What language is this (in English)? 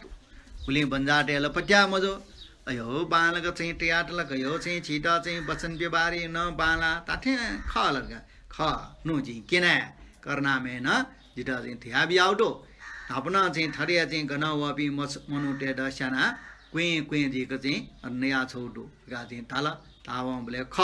Newari